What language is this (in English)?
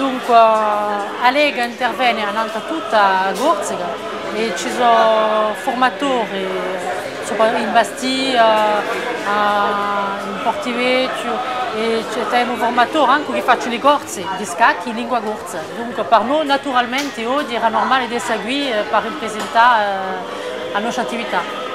Corsican